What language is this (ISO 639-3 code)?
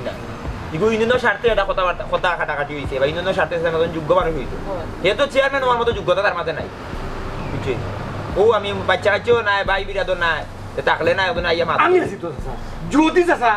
syl